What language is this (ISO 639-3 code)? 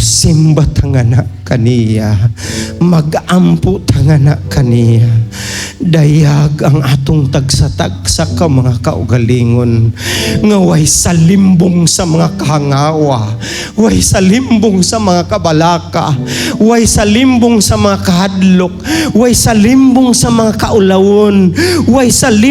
ceb